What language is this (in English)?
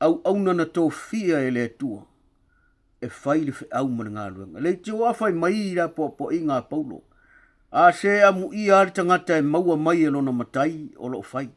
Samoan